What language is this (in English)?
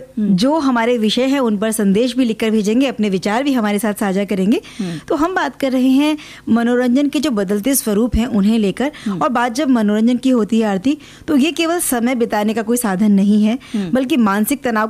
Hindi